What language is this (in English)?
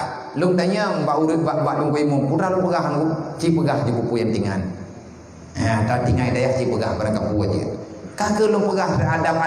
Achinese